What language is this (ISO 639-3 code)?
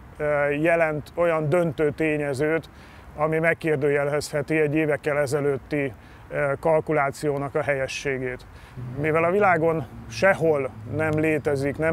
hun